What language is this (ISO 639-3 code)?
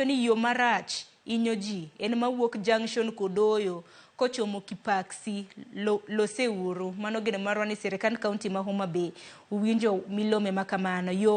luo